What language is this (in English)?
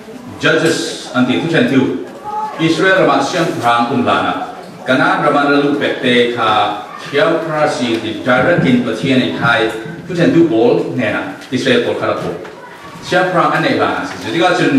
Falam Chin